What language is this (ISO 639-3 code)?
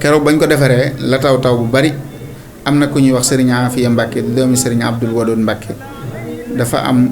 wol